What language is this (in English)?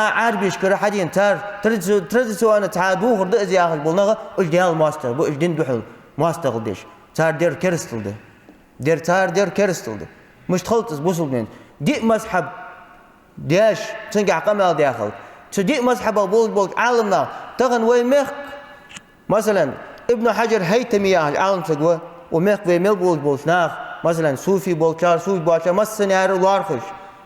Ingush